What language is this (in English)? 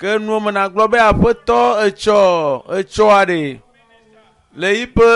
Ewe